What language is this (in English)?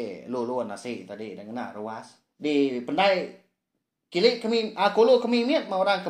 Iban